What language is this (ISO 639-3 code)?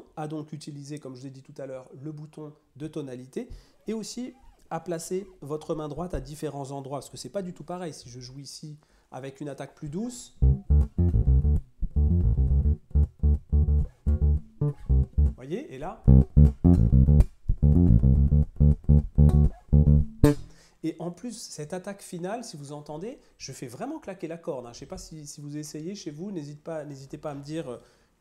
fra